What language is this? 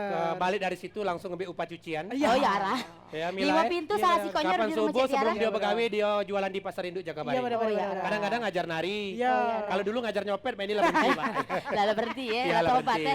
Musi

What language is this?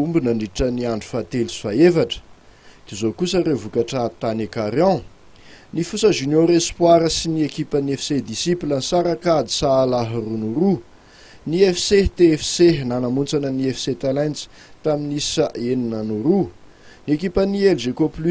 Malagasy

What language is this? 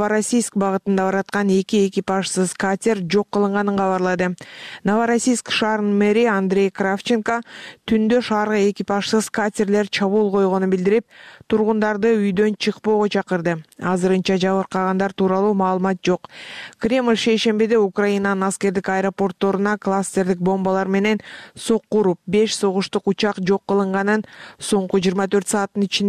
Kyrgyz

